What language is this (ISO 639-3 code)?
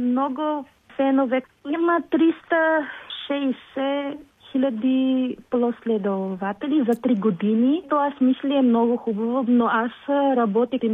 bul